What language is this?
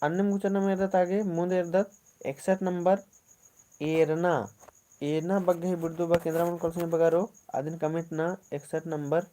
Kurukh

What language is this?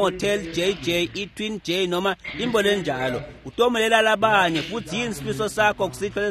Swati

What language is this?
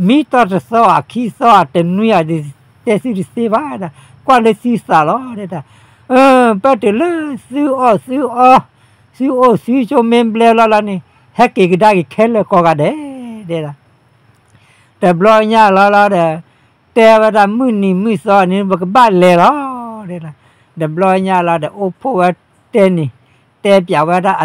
S'gaw Karen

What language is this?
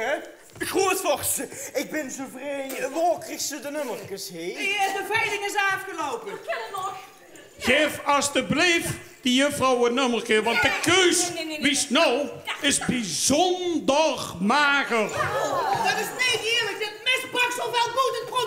Dutch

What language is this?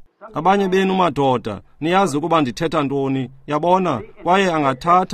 Xhosa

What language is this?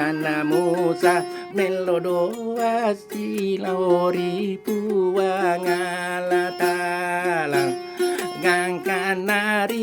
Buginese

